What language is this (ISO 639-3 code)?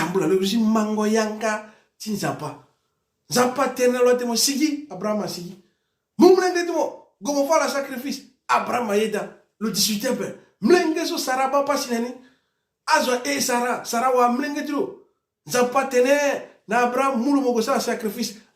sag